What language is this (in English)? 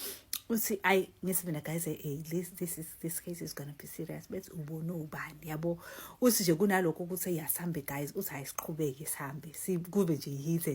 Zulu